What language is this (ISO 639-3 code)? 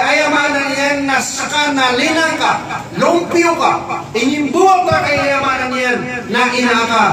mrw